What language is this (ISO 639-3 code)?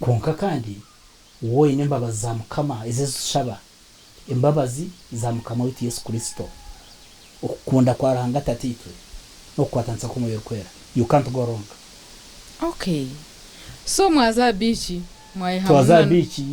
nyn